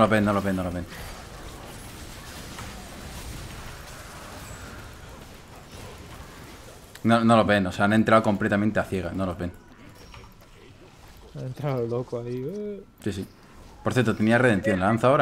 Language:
Spanish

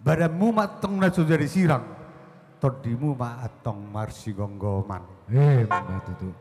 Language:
Batak Toba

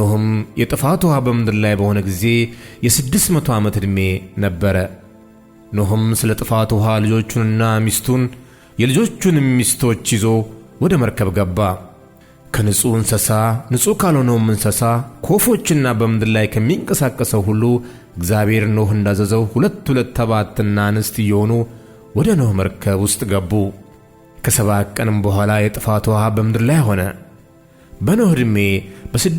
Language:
Amharic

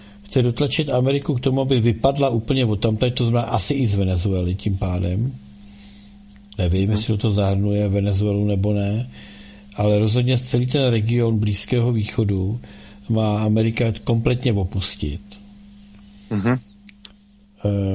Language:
Czech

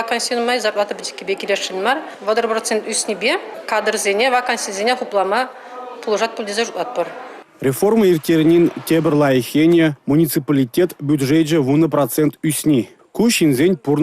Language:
Chuvash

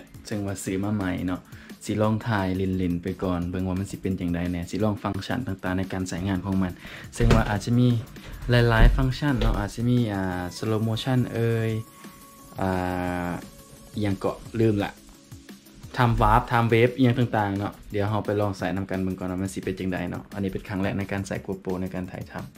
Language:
Lao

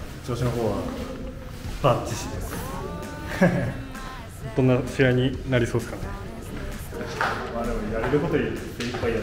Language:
Japanese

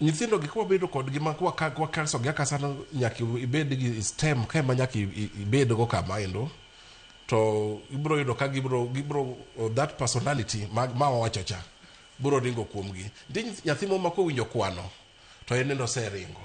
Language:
Luo (Kenya and Tanzania)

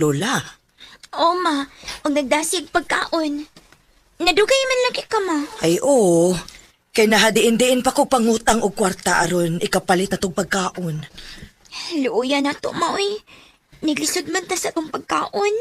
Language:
Cebuano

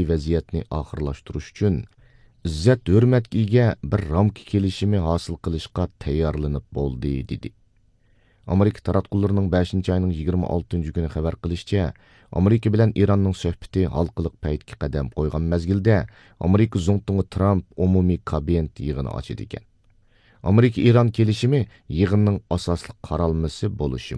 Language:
Uyghur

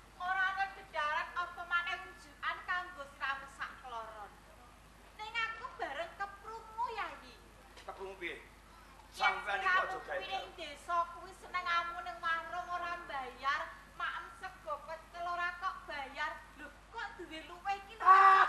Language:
Javanese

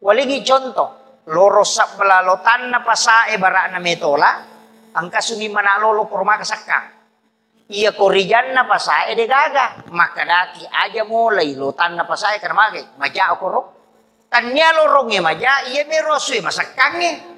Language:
Buginese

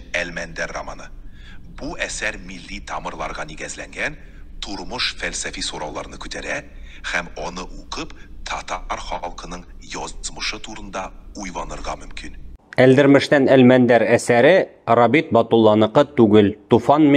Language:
Tatar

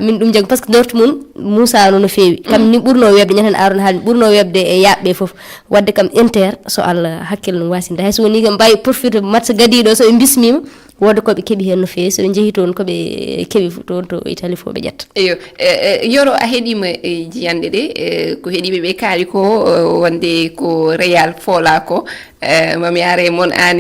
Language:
Fula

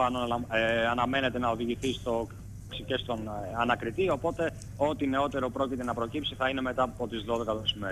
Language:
Greek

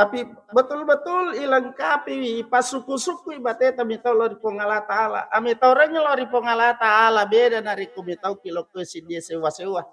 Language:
Buginese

